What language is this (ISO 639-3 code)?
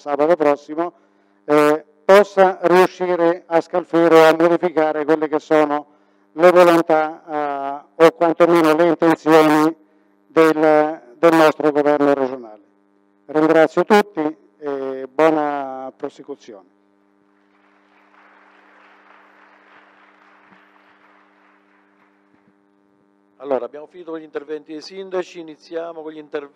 ita